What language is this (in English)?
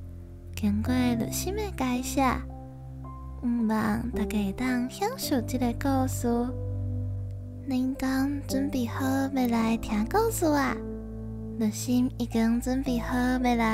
Min Nan Chinese